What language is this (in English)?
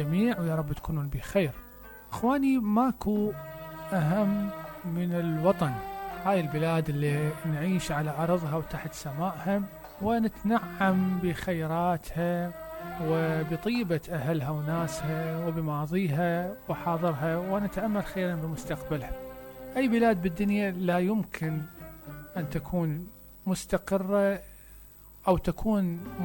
Mesopotamian Arabic